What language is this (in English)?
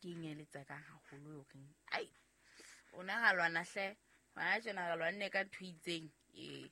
Southern Sotho